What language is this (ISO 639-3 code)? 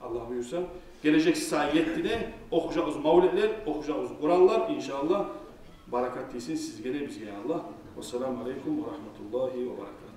kum